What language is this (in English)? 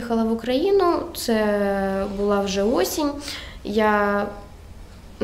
Ukrainian